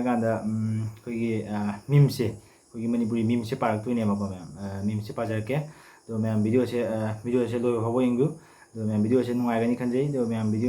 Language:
Manipuri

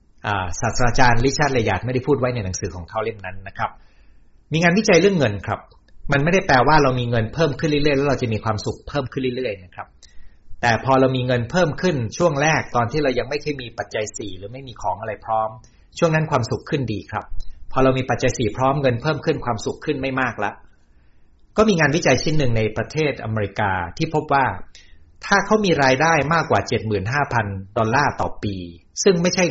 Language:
Thai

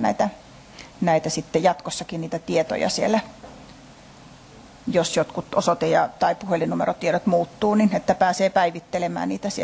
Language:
Finnish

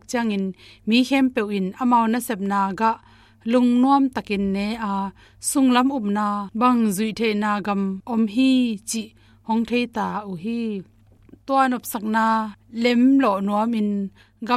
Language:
Tedim Chin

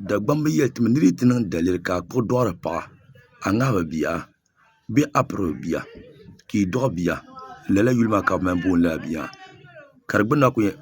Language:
Dagbani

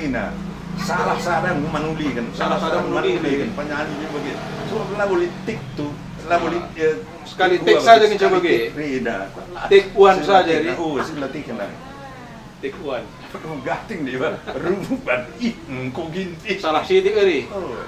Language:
Batak Karo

